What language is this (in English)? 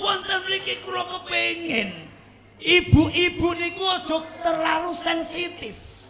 Javanese